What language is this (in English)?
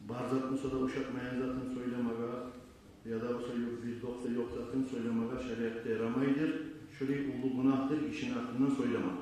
Kumyk